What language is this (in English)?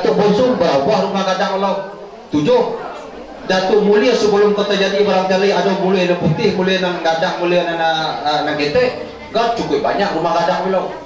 Minangkabau